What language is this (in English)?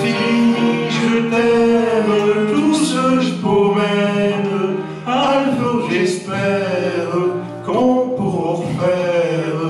Picard